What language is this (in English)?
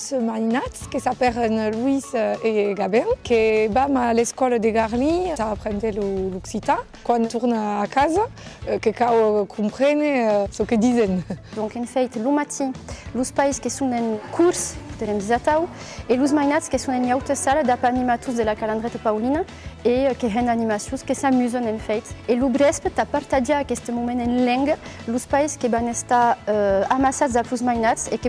Occitan